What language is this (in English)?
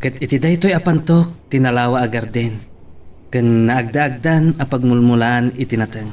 Iloko